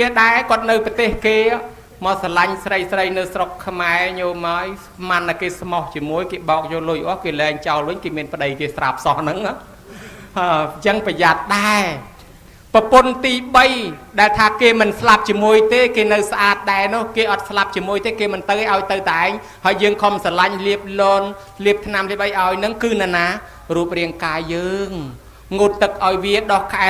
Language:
Khmer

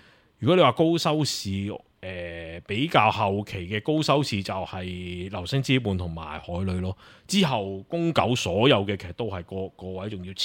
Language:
Cantonese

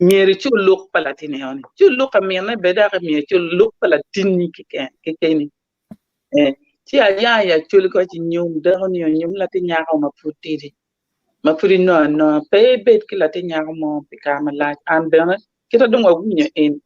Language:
Acoli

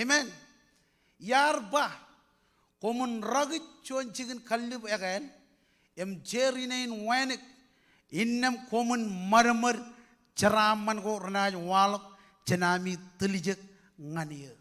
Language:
Marshallese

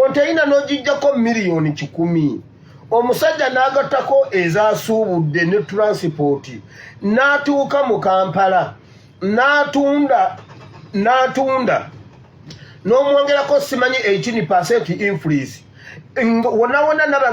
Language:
Ganda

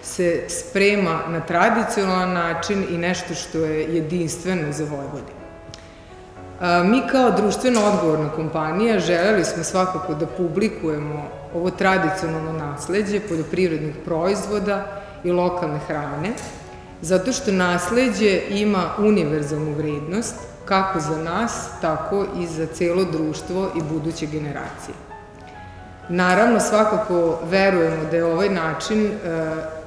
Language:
Serbian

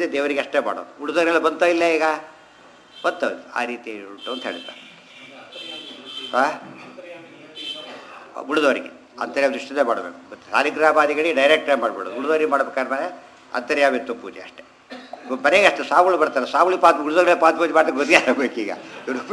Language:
Kannada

